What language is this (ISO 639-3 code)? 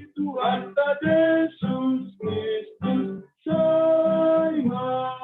bts